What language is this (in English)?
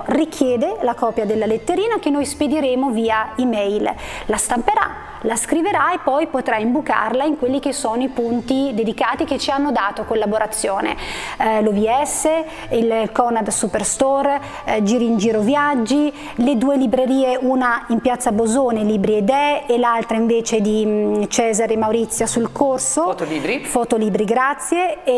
Italian